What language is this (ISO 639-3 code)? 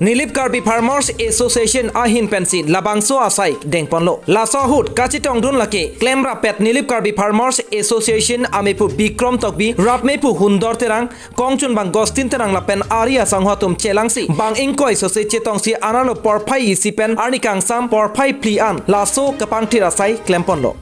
mjw